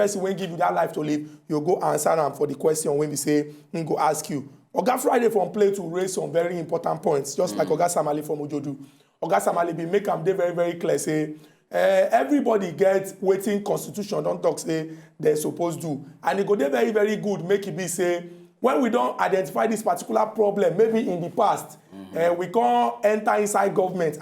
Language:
Nigerian Pidgin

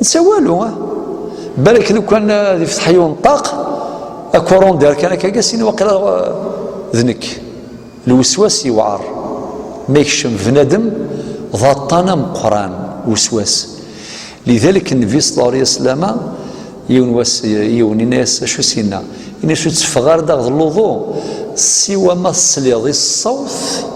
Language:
Kabyle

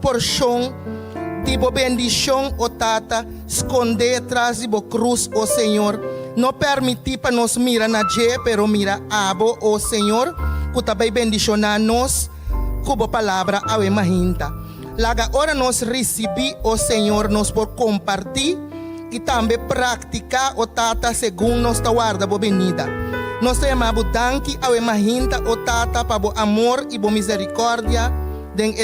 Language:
Papiamento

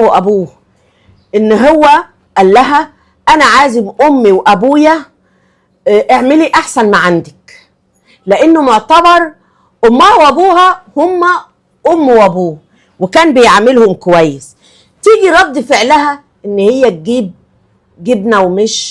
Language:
Egyptian Arabic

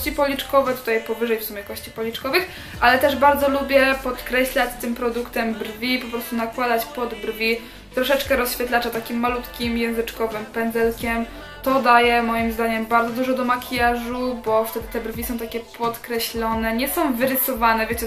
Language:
Polish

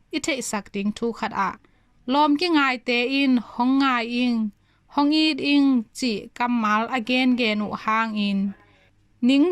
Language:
Tedim Chin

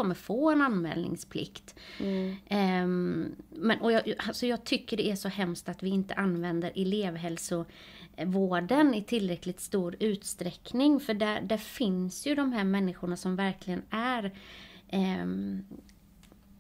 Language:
Swedish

